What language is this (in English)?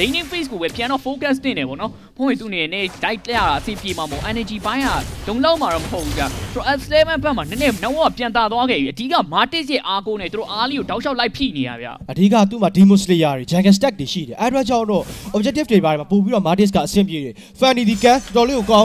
Burmese